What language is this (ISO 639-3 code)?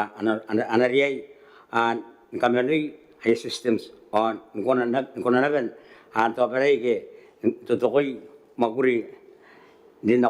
gil